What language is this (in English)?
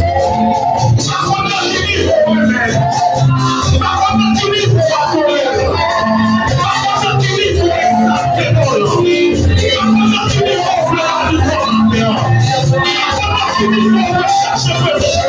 Haitian Creole